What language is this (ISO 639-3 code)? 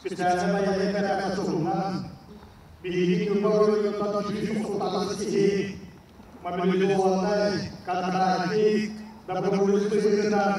sah